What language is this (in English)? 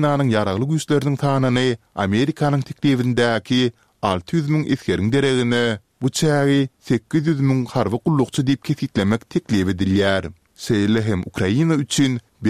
Turkmen